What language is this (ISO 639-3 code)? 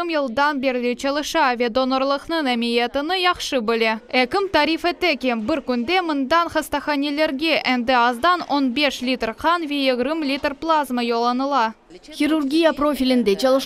crh